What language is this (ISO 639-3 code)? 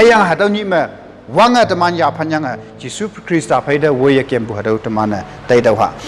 nbe